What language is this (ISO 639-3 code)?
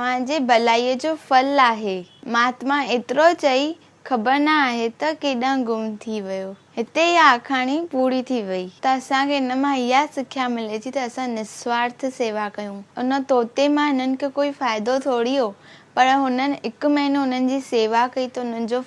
snd